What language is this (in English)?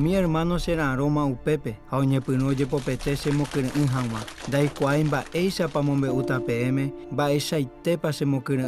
Guarani